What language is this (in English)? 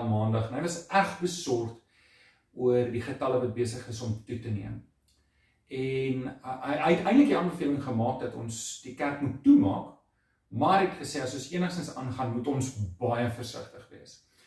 Afrikaans